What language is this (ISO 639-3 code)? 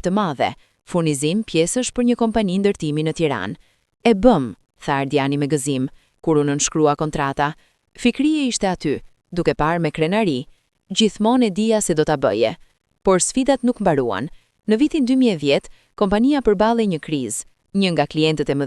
sqi